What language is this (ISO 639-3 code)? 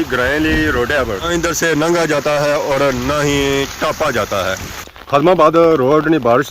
phr